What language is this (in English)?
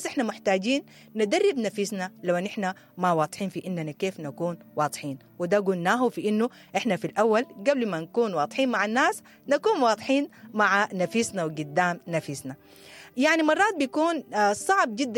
Sudanese Arabic